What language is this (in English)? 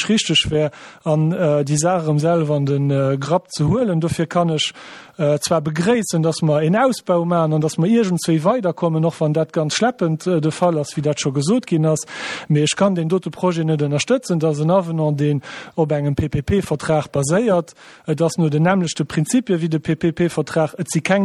Luxembourgish